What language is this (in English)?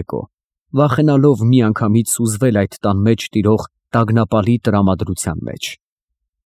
Armenian